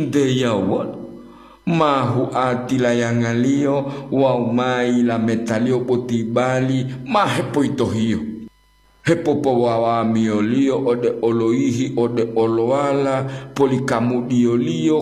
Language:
Gorontalo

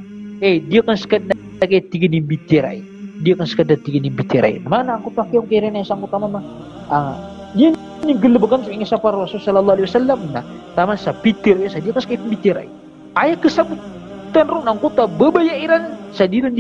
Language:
Maranao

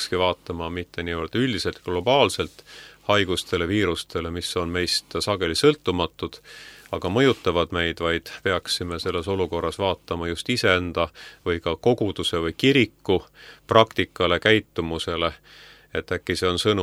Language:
Estonian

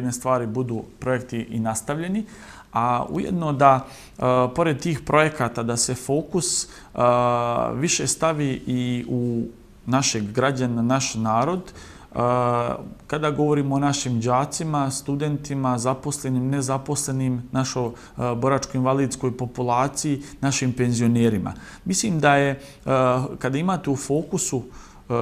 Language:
Bosnian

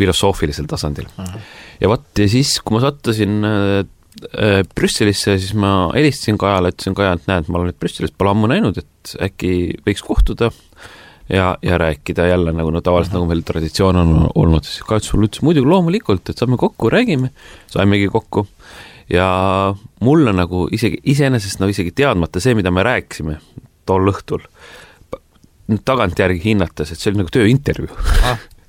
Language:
Estonian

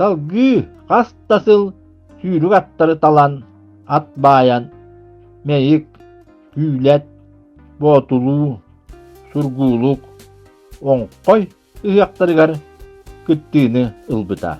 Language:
Yakut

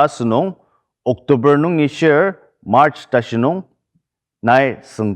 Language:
Ao Naga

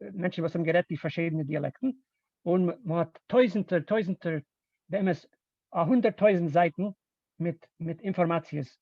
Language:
Yiddish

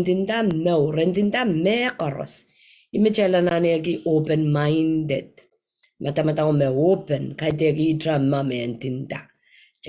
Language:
Pohnpeian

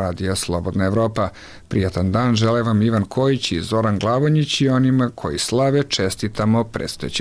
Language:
Serbian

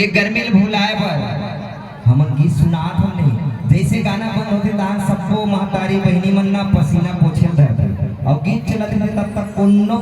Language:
Chhattisgarhi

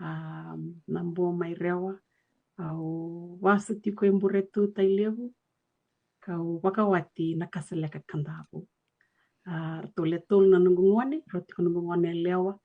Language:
Fijian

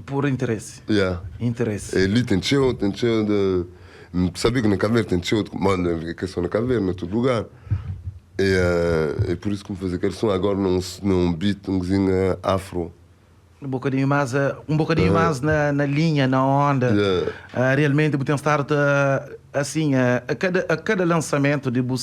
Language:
Kabuverdianu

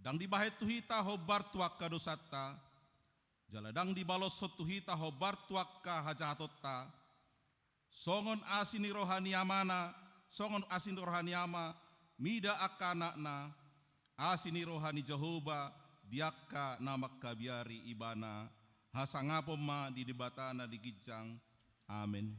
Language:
Batak Toba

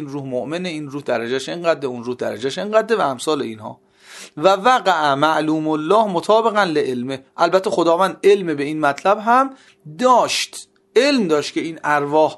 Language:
Persian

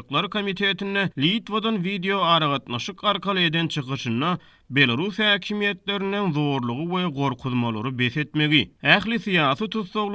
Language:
Turkmen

